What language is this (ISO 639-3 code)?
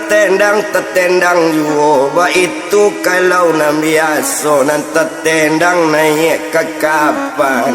min